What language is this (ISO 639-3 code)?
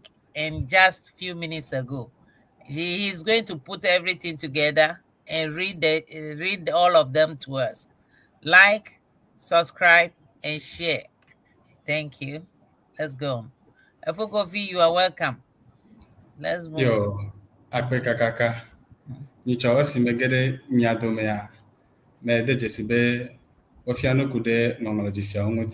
ewe